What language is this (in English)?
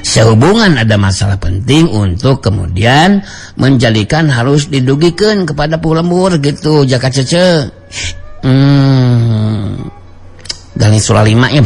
Sundanese